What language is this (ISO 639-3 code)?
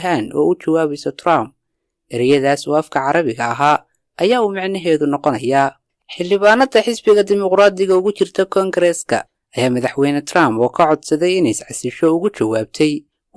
som